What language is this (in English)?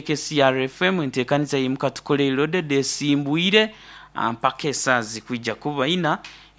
Nyoro